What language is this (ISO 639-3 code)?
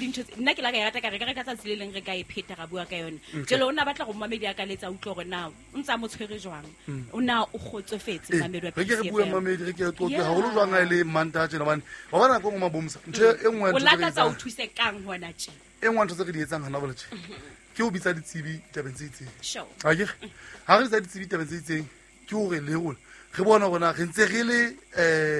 sot